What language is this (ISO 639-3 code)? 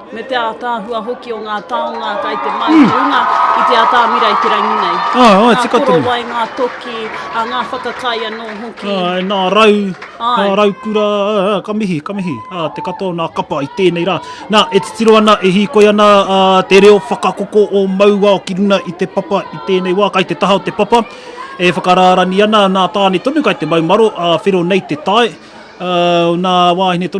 mri